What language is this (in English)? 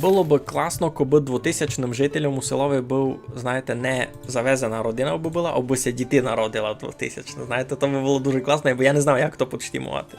Rusyn